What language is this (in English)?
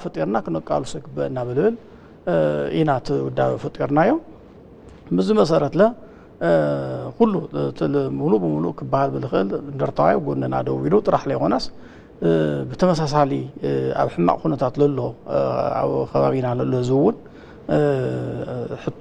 Tigrinya